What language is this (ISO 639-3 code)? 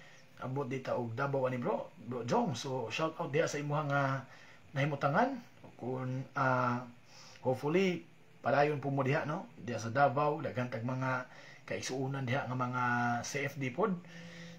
ceb